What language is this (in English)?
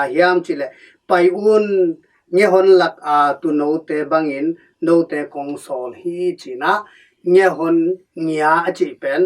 Tedim Chin